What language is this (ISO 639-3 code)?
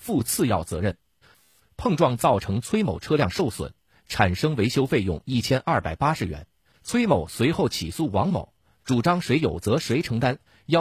zho